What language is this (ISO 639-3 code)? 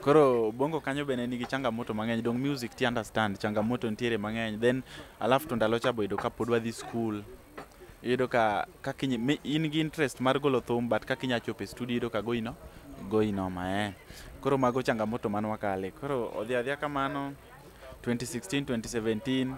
luo